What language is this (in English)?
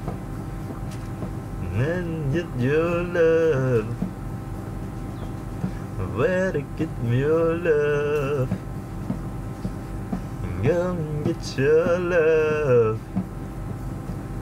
English